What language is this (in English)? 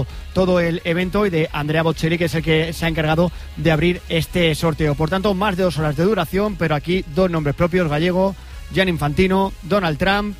Spanish